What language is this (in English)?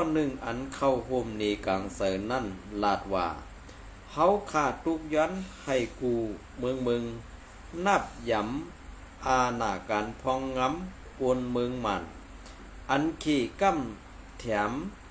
Shan